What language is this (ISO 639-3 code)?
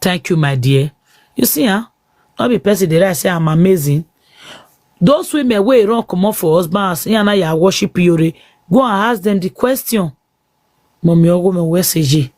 pcm